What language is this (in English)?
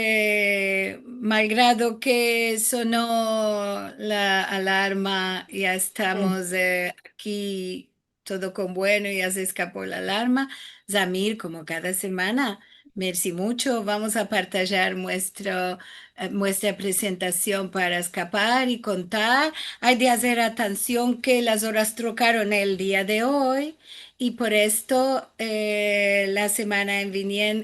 Ladino